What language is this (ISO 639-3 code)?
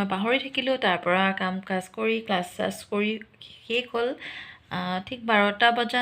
asm